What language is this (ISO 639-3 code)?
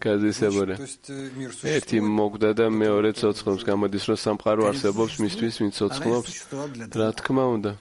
kat